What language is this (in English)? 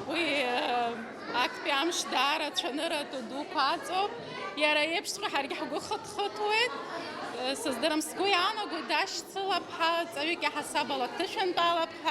Abkhazian